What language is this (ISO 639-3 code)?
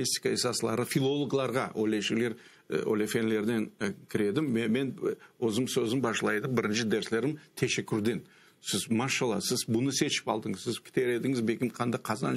crh